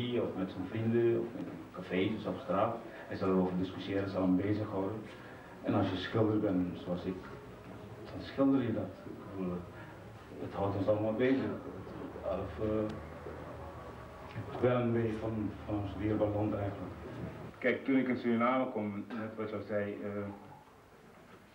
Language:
Dutch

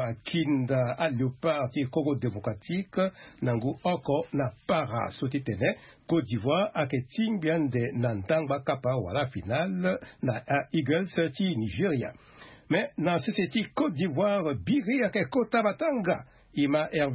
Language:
Sango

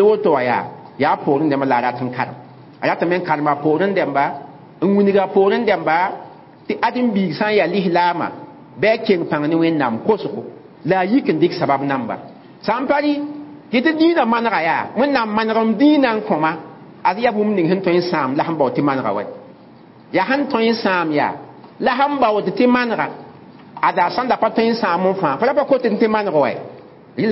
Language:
Mossi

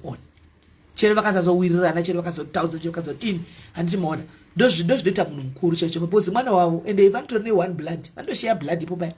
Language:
Shona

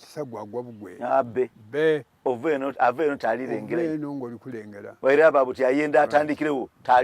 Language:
Soga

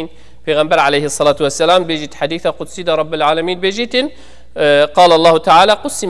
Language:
Kurdish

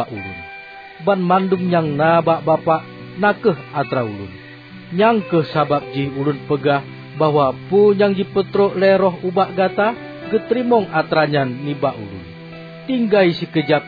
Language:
Achinese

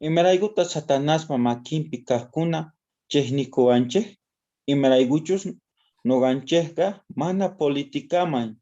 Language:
South Bolivian Quechua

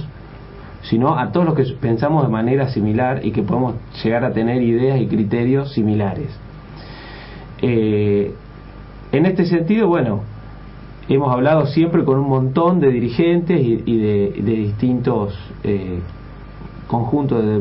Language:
Spanish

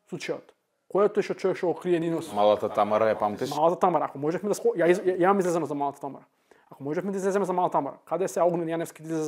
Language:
Macedonian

